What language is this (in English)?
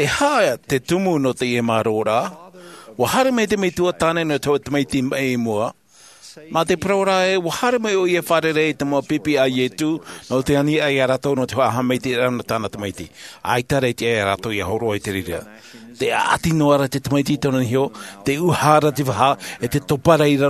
Tahitian